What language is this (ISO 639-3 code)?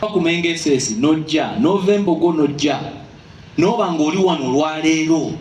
lug